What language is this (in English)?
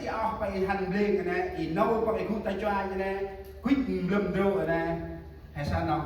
Central Mnong